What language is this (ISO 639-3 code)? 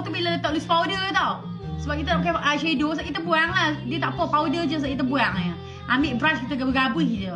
msa